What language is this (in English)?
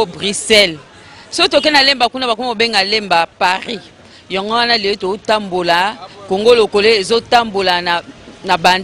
Lingala